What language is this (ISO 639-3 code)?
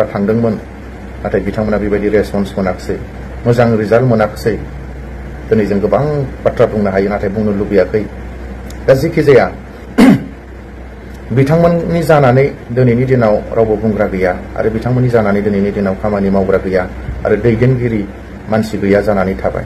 brx